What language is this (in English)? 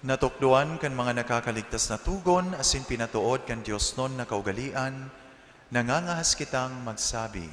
Bikol